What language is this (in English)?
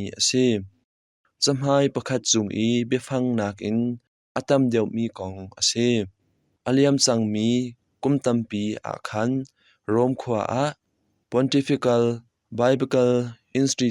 Hakha Chin